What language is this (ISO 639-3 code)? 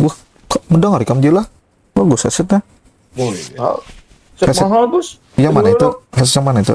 bjn